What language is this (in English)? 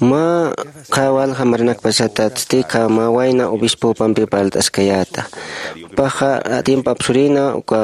Aymara